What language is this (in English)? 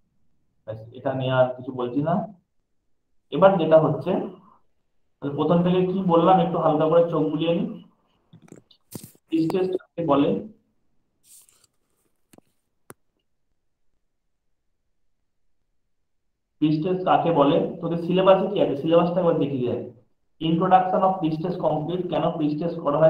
Bangla